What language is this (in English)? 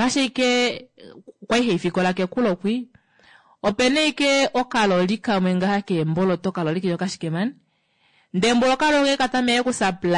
Kuanyama